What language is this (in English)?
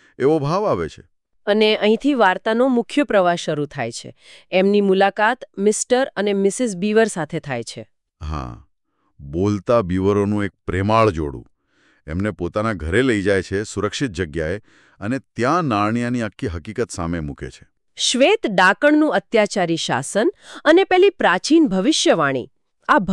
Gujarati